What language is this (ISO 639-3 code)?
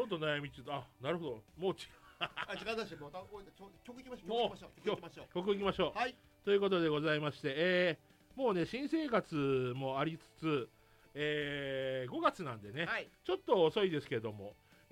jpn